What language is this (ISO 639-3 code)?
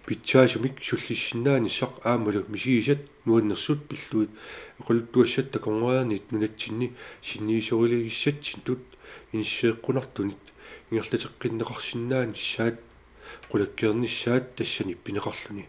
kal